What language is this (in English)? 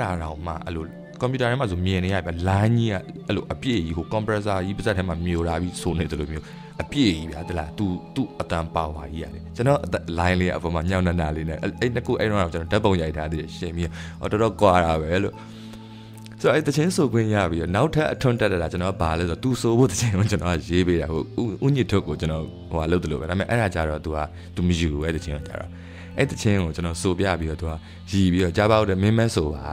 Burmese